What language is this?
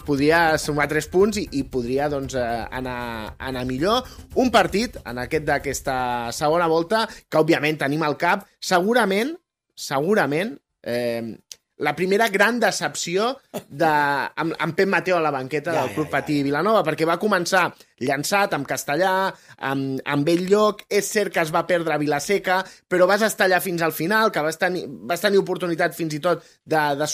Catalan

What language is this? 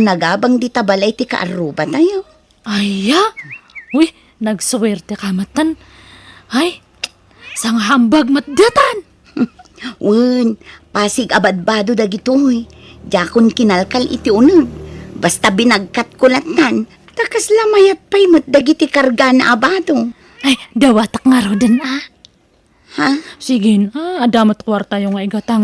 Iloko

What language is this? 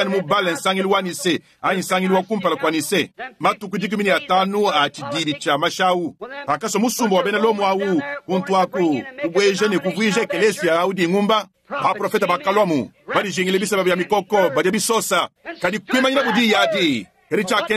Luba-Lulua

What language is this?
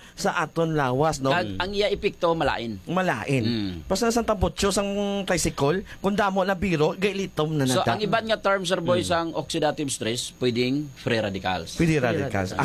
Hiligaynon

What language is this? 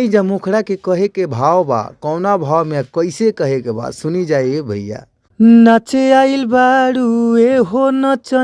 Bhojpuri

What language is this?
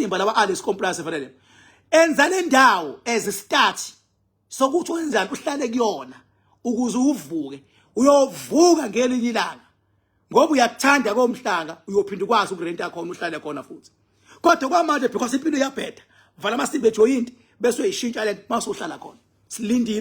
Zulu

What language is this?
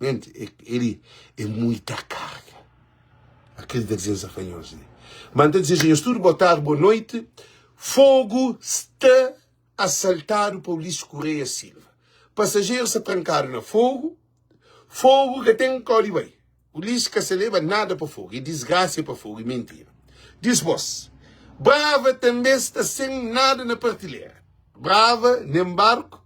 Kabuverdianu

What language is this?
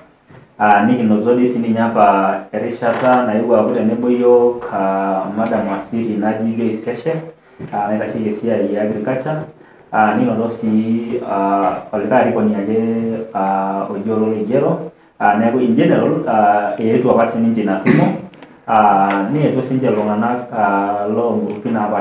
Masai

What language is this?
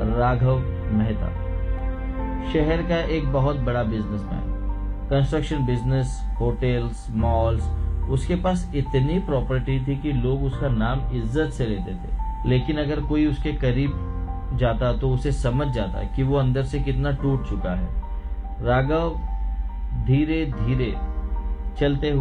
Hindi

